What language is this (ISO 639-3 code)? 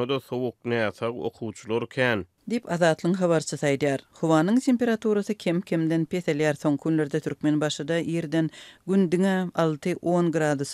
tuk